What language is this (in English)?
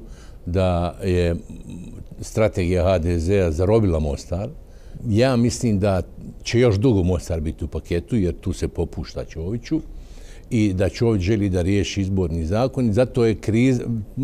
Bosnian